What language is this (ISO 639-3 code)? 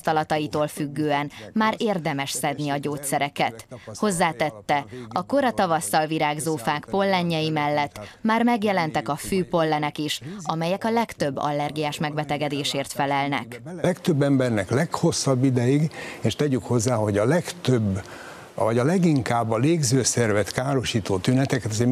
hun